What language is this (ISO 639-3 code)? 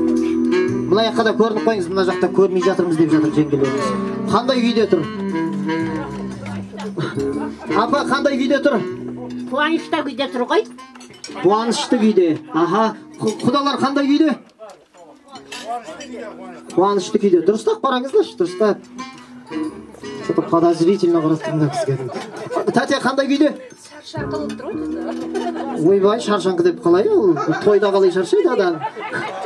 kaz